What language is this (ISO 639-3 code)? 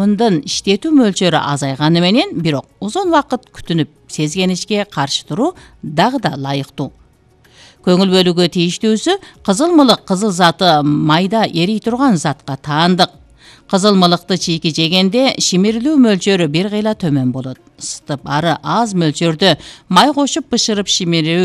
kir